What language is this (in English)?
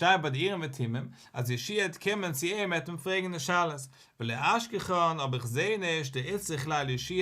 Yiddish